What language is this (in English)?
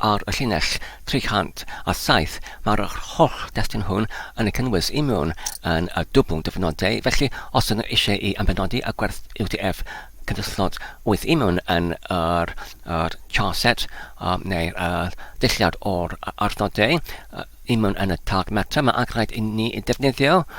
Welsh